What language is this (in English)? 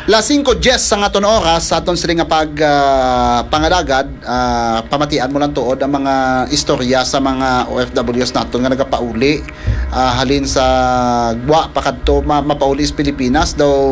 Hiligaynon